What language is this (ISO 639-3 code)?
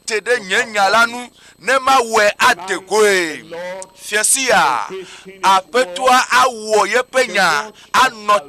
ewe